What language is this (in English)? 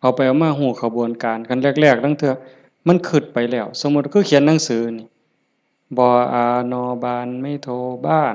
Lao